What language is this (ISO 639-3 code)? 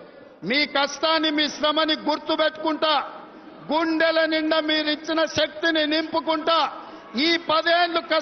tel